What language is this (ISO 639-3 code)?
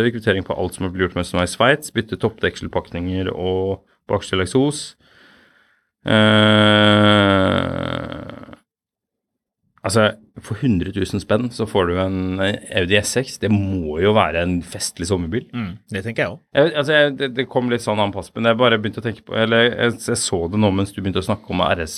nor